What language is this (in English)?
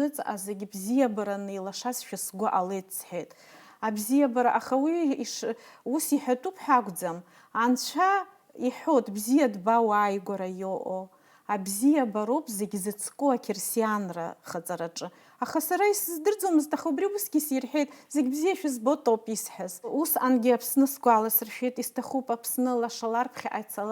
Abkhazian